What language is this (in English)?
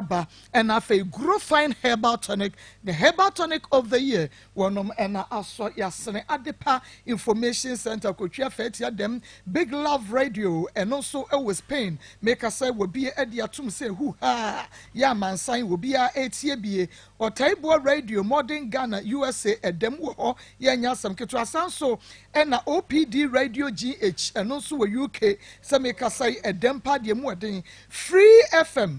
Akan